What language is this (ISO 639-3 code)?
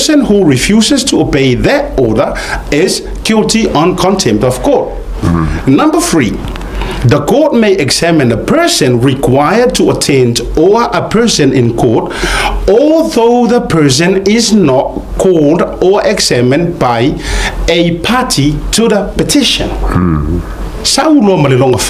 smo